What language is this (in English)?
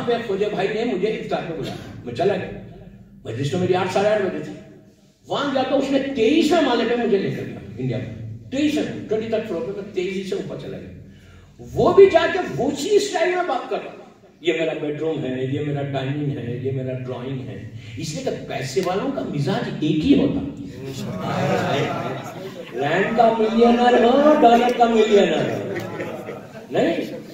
Urdu